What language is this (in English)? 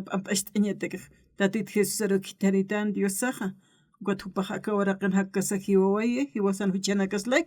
Aymara